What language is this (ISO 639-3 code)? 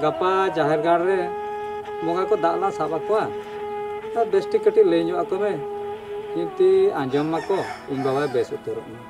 sat